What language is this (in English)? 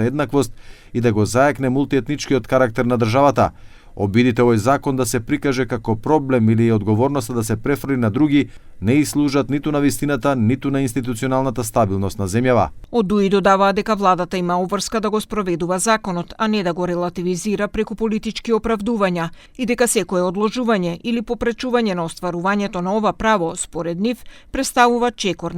Macedonian